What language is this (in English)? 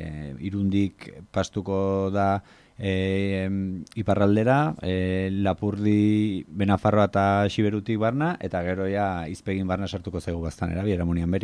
Basque